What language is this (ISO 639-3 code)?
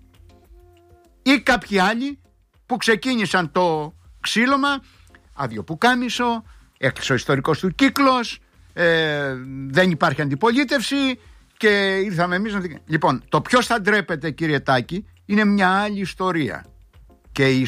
ell